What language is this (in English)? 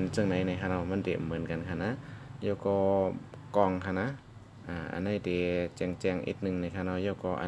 Shan